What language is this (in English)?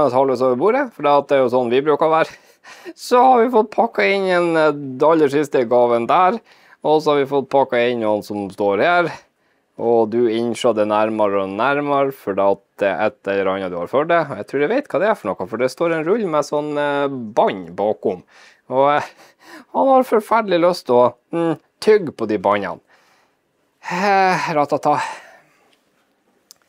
Norwegian